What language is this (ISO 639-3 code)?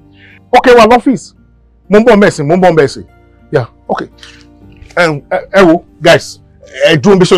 yor